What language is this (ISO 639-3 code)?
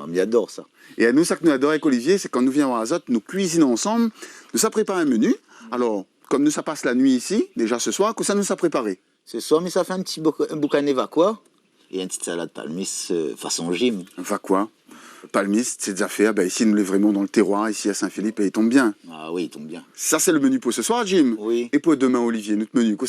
rcf